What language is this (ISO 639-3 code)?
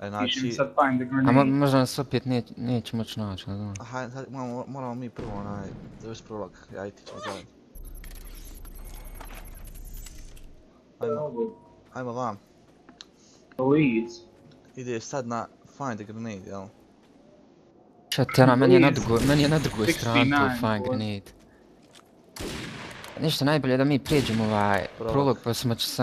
bos